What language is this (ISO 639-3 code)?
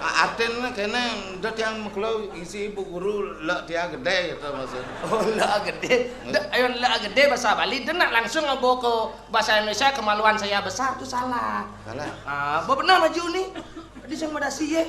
ban